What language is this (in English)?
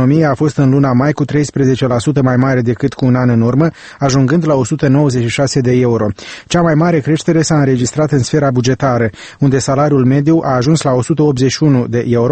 Romanian